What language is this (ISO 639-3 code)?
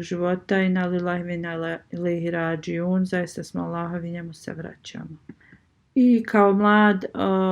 bos